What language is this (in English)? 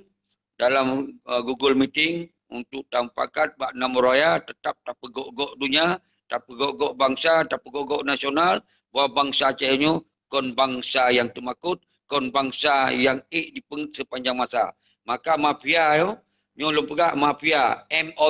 Achinese